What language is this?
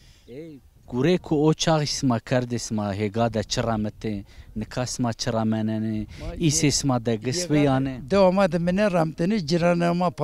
Zaza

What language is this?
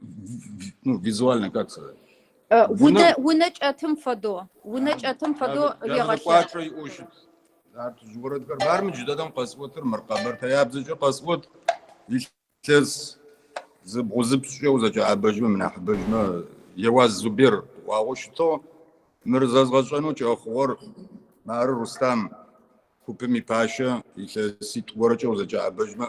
Kabardian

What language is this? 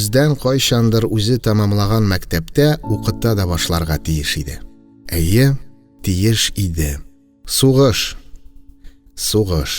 Tatar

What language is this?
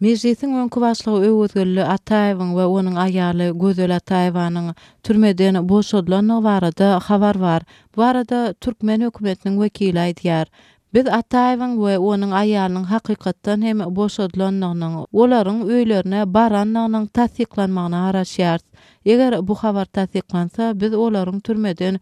Turkmen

